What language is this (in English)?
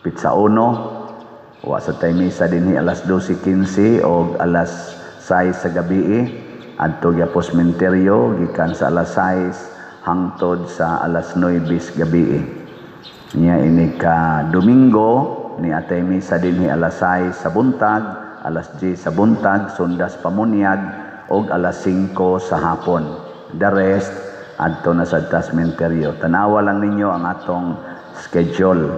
Cebuano